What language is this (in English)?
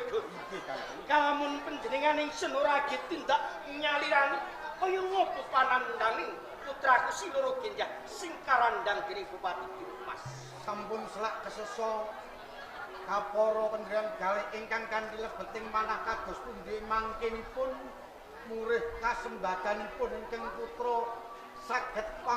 Javanese